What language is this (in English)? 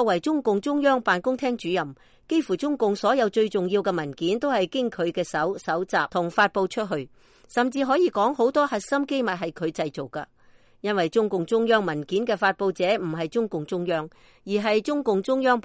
Cantonese